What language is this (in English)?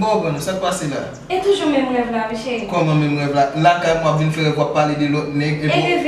Haitian Creole